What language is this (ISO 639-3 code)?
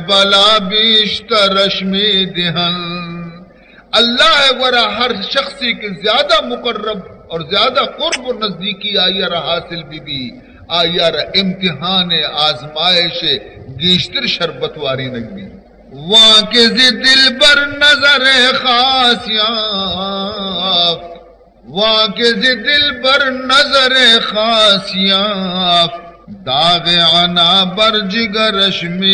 bal